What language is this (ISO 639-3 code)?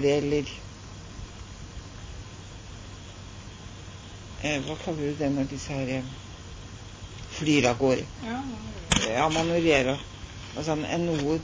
nor